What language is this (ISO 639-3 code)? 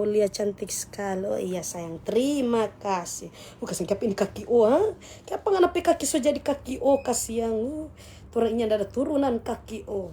xmm